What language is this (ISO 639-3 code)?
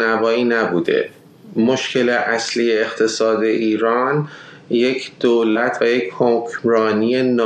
fas